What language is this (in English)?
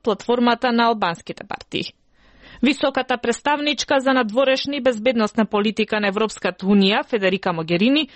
Macedonian